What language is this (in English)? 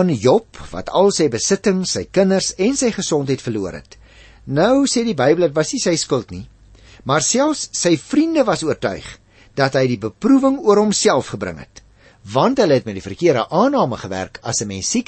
Afrikaans